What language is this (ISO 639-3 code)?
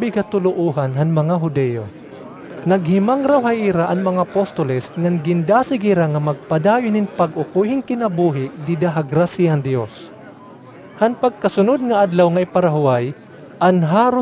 war